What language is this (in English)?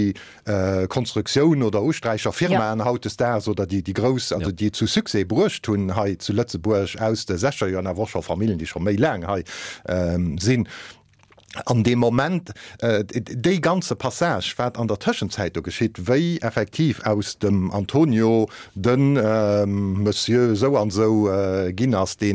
Luxembourgish